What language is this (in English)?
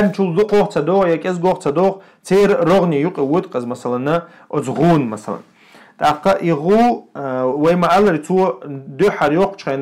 Chechen